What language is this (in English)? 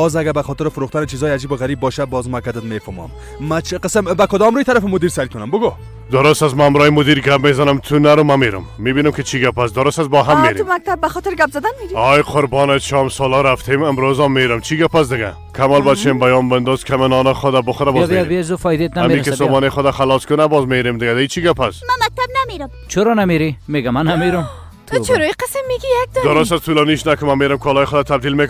Persian